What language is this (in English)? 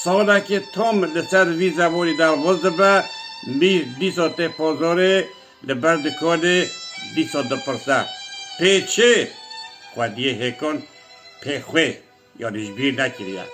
Kurdish